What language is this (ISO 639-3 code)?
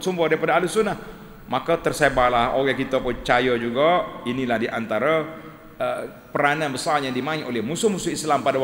msa